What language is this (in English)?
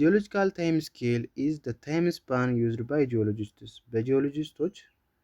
Amharic